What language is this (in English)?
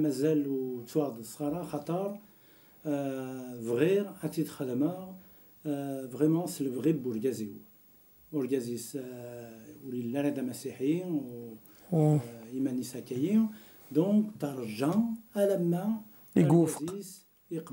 Kabyle